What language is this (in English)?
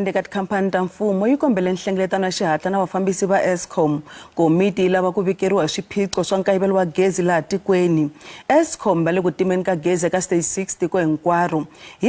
Tsonga